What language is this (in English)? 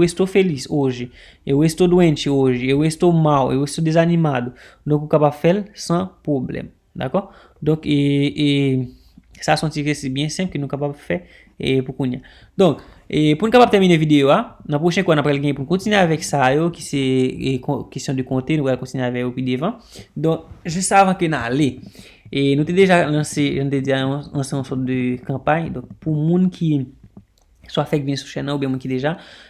Haitian Creole